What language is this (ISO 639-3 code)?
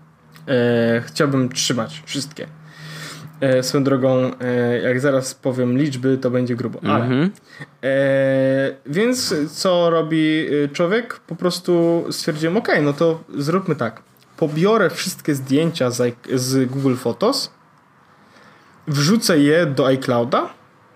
pol